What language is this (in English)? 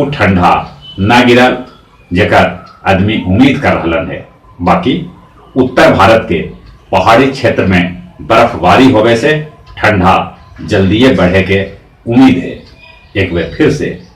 Magahi